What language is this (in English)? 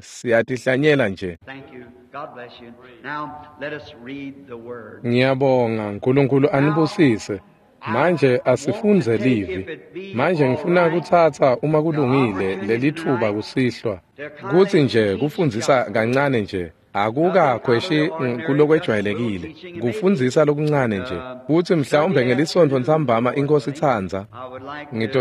Swati